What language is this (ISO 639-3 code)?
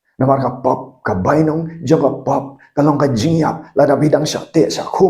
kha